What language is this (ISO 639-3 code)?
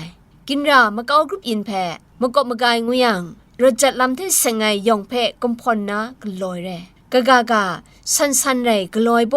kac